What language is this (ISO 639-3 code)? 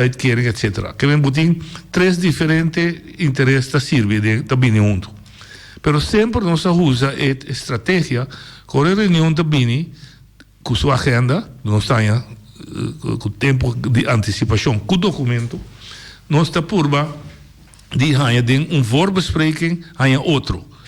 pap